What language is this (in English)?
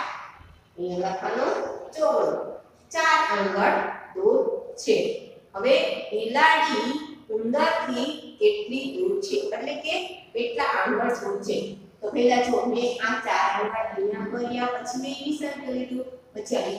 Gujarati